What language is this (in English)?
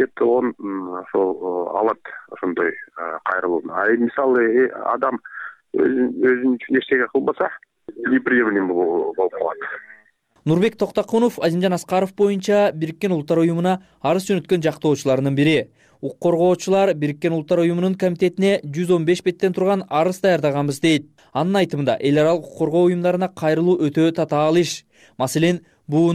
Kyrgyz